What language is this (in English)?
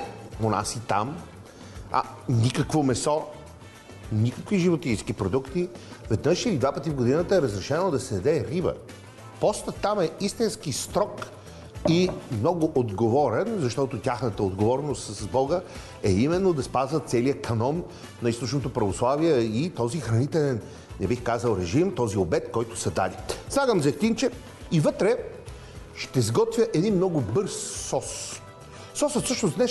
Bulgarian